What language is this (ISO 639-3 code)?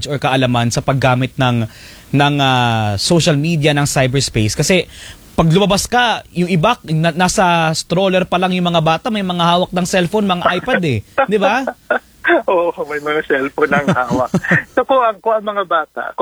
fil